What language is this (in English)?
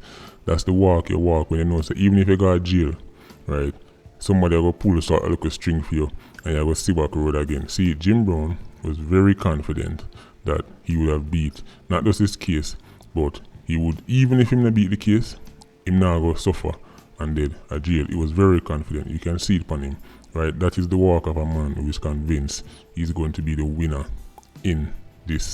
Jamaican Creole English